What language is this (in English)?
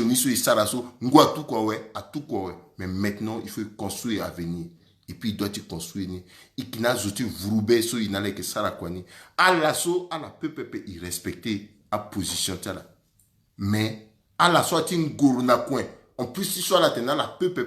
Sango